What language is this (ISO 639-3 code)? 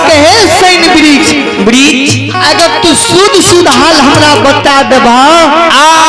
mai